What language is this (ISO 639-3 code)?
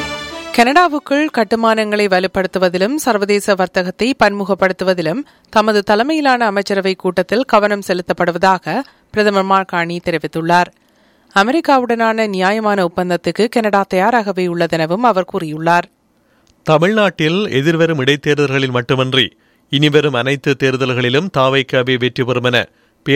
tam